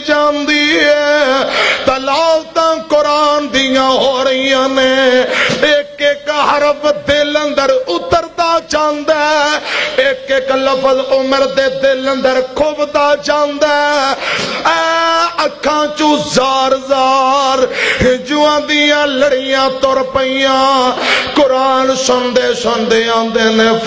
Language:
Western Panjabi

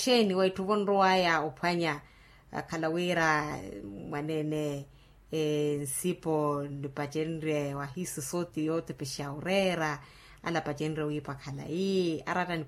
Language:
Makhuwa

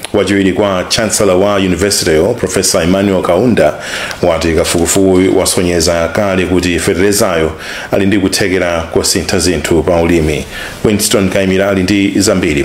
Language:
Nyanja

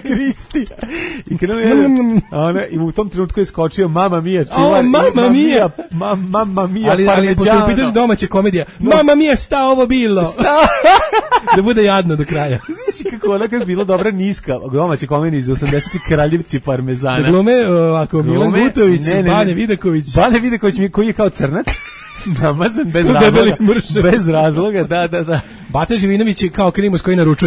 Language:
Serbian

